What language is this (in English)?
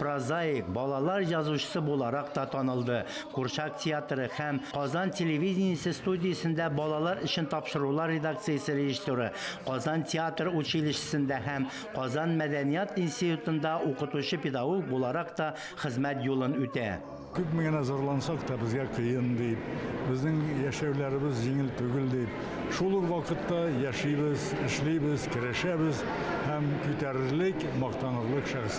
Tatar